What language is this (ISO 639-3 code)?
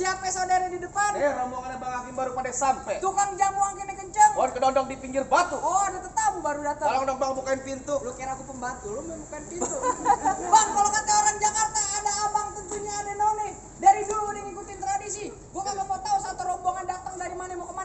bew